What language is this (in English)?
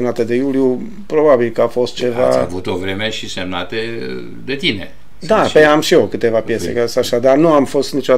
Romanian